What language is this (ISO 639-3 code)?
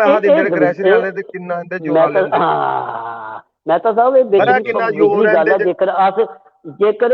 doi